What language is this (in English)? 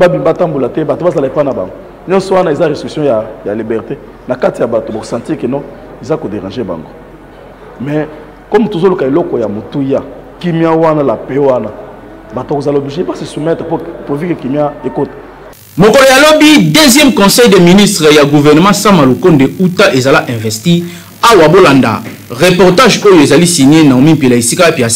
Lingala